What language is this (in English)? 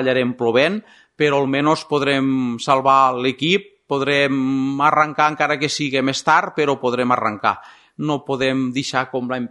Catalan